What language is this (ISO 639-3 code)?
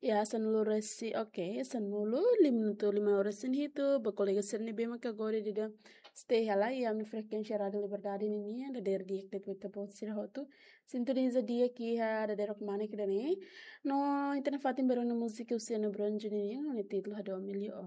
tet